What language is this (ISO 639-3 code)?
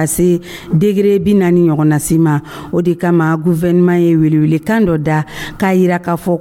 dyu